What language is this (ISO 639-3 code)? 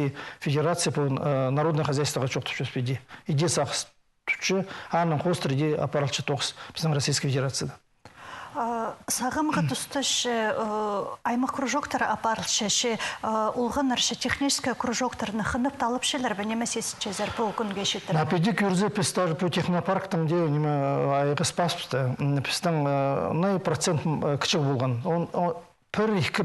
kjh